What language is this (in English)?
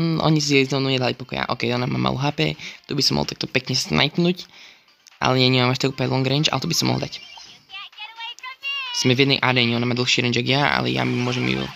Slovak